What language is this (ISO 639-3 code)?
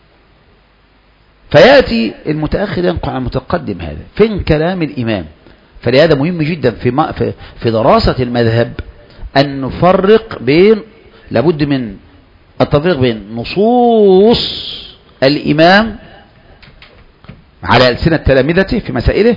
ara